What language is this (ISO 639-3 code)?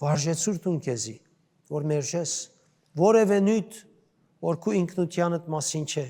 hyw